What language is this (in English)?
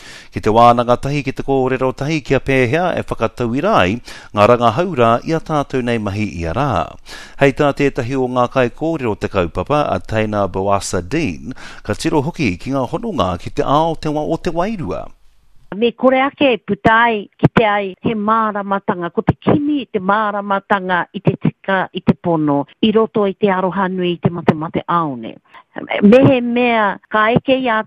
Māori